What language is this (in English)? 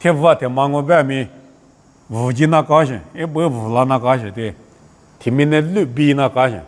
Lisu